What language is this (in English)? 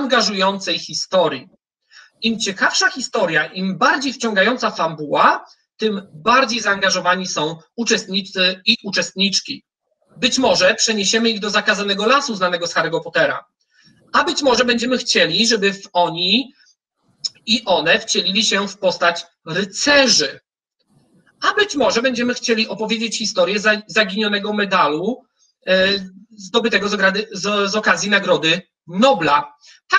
Polish